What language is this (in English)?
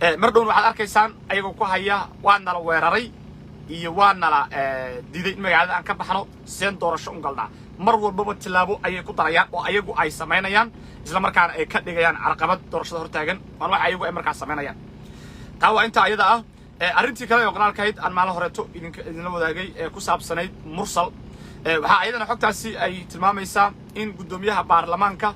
Somali